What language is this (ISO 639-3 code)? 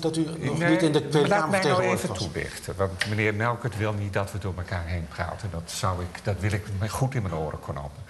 nld